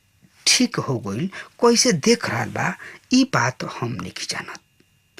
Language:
Bhojpuri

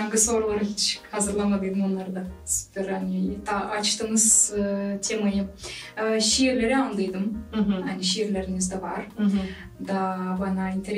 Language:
Gagauz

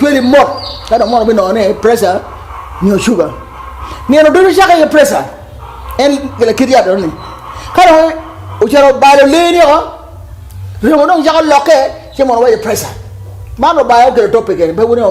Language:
Acoli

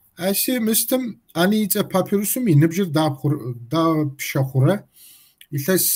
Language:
Kabardian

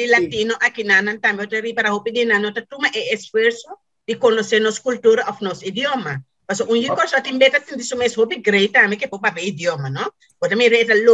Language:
Papiamento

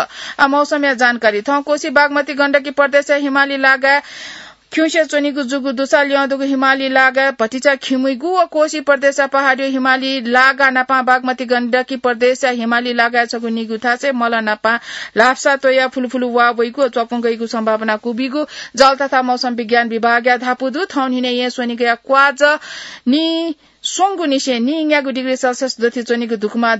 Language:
Newari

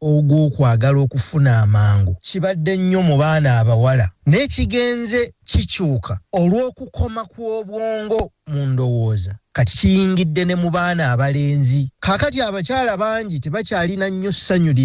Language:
Ganda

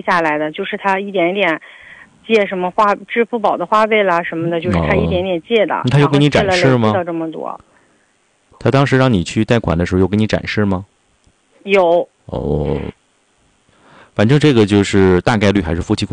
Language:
Chinese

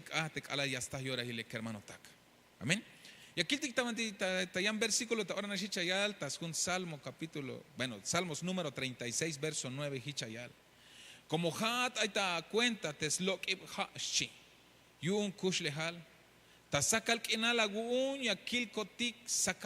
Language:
Tzeltal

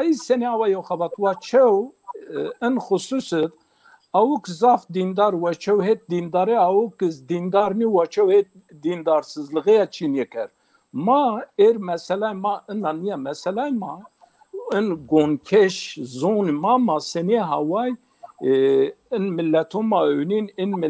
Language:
Zaza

